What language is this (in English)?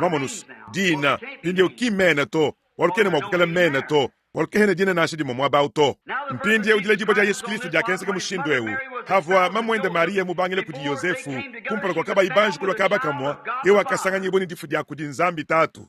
Luba-Lulua